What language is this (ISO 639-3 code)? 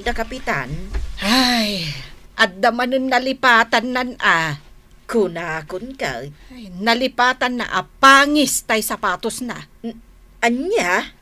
ilo